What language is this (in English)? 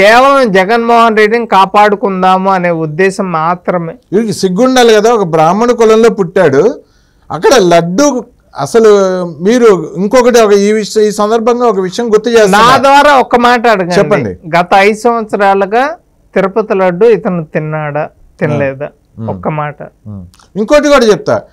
Telugu